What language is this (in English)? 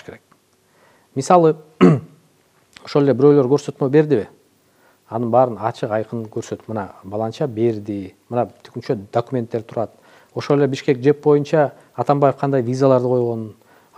Kyrgyz